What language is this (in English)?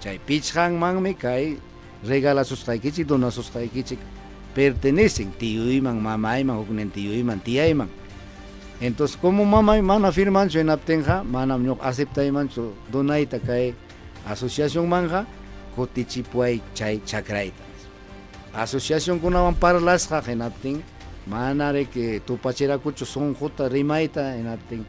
Ayacucho Quechua